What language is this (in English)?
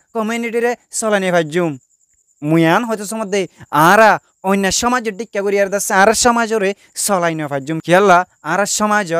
Rohingya